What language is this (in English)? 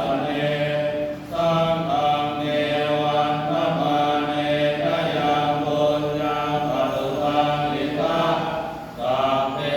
Pali